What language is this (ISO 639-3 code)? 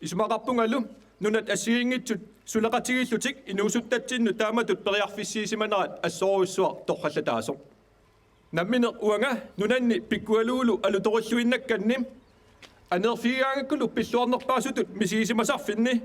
kal